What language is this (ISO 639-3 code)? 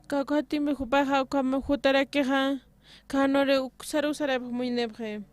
aym